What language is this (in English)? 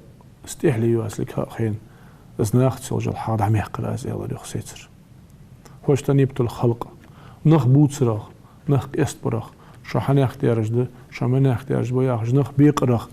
Ingush